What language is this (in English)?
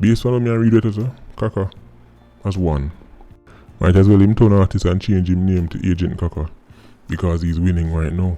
Jamaican Creole English